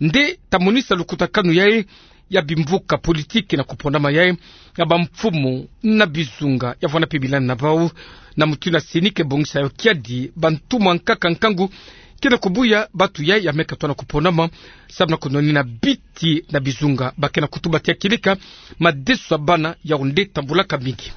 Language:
Kituba (Democratic Republic of Congo)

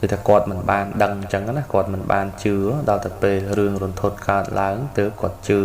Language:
Khmer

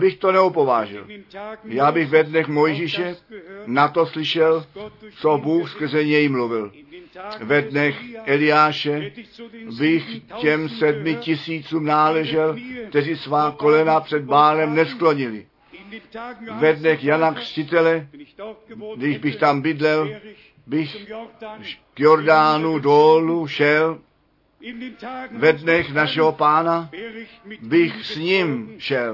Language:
Czech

